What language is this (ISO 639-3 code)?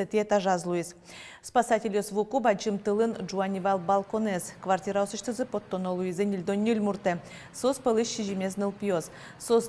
udm